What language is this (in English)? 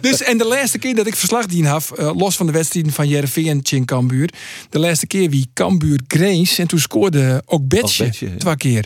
Western Frisian